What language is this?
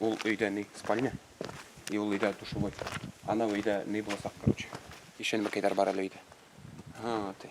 Bashkir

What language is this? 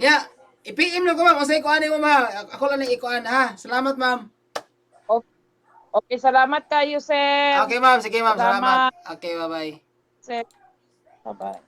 Cebuano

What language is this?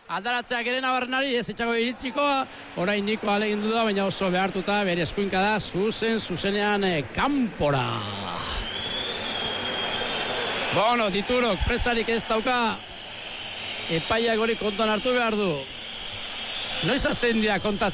Basque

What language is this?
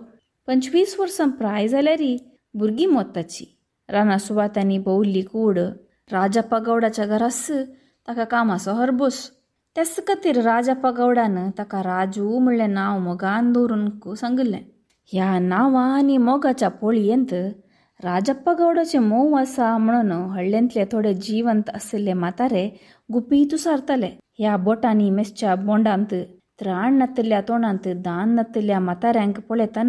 Konkani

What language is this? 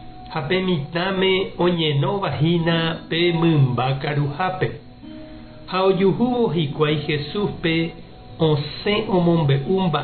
Guarani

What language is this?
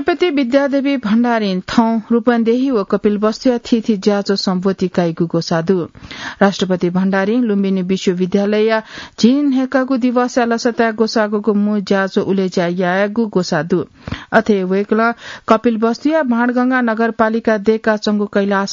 Newari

